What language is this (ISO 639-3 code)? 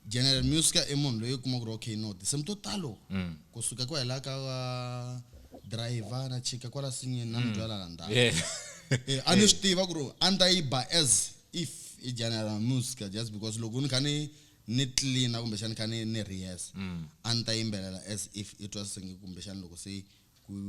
tso